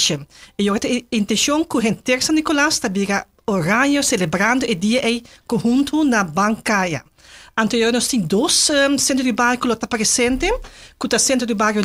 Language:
Papiamento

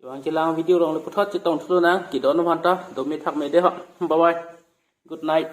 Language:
Karbi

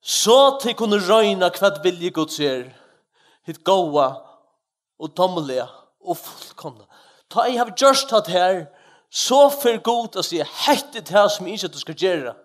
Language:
Faroese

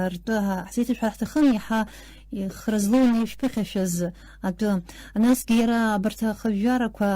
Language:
Abkhazian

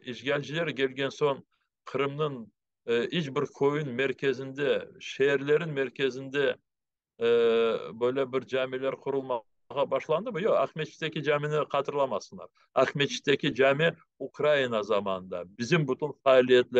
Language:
Crimean Tatar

